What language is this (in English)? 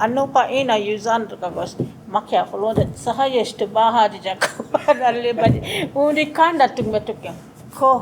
Choctaw